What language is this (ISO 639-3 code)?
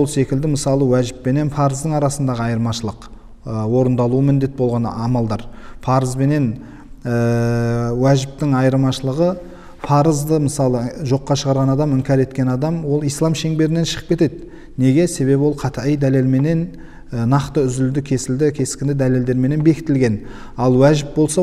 kaz